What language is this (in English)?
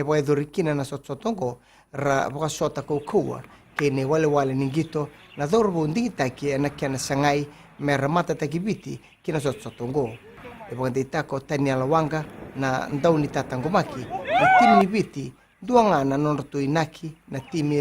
Fijian